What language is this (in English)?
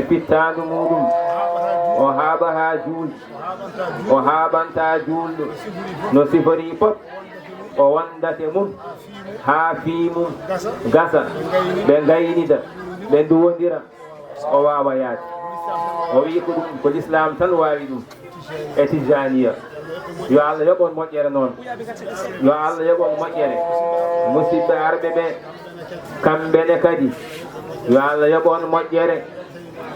Fula